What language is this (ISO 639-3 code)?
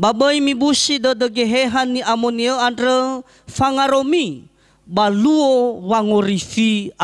nia